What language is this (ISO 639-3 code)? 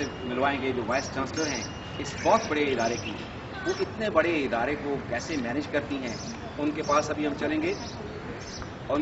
urd